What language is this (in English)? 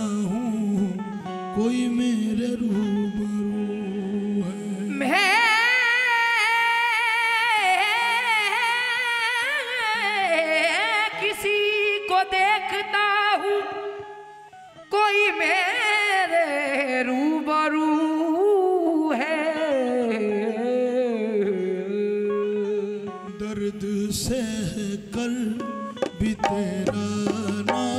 Hindi